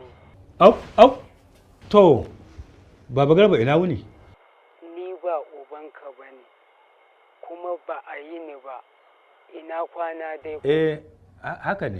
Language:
Hausa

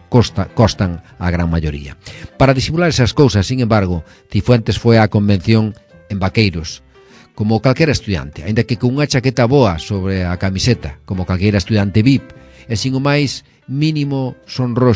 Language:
Galician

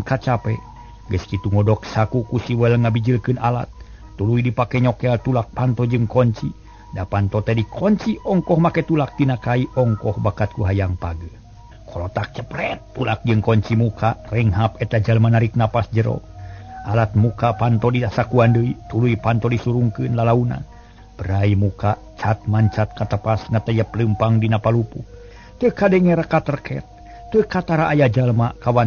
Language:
Sundanese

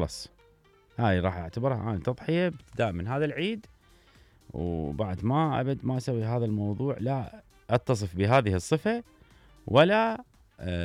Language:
Mesopotamian Arabic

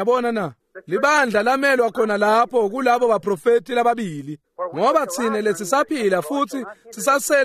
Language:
Swati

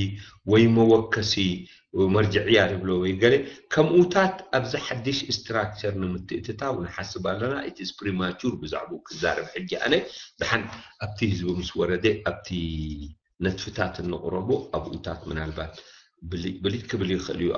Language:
Tigrinya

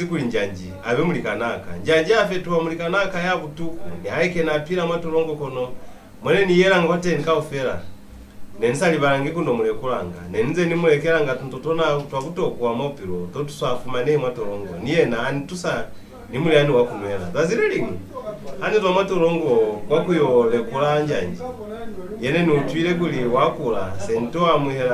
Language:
Lozi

